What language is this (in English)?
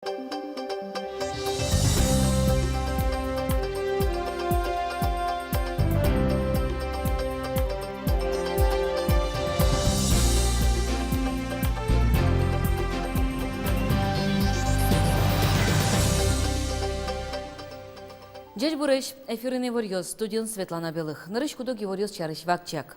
Udmurt